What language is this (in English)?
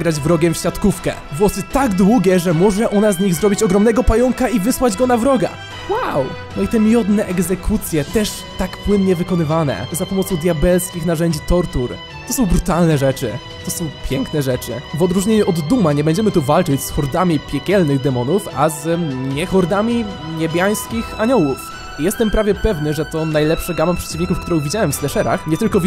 Polish